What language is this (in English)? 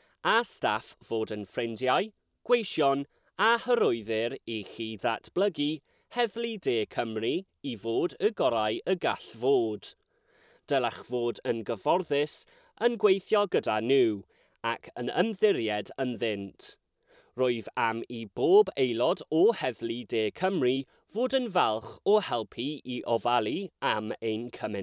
Welsh